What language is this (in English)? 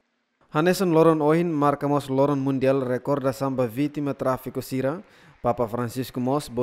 Tetum